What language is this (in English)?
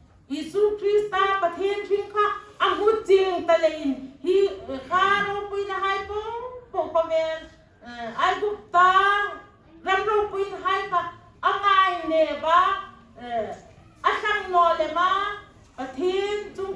Hmar